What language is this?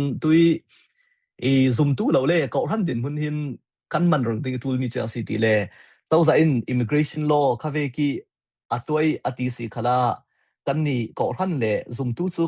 Falam Chin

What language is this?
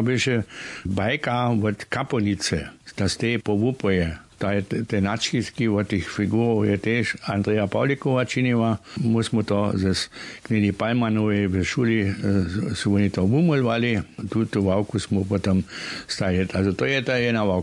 Upper Sorbian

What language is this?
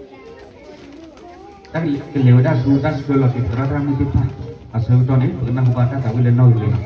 S'gaw Karen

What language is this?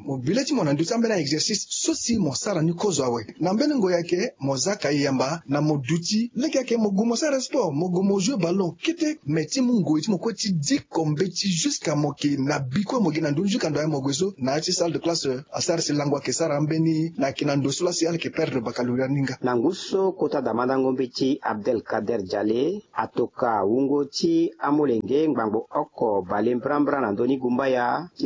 Sango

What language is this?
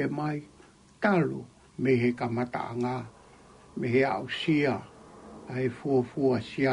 Tongan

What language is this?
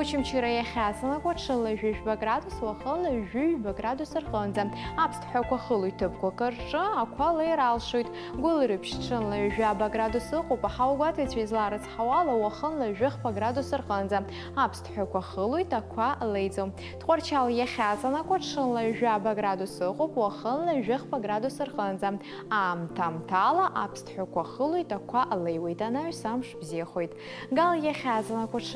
Abkhazian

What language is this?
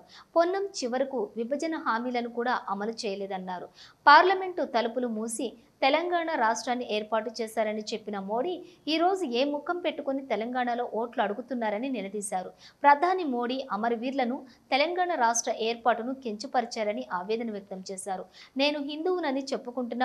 Telugu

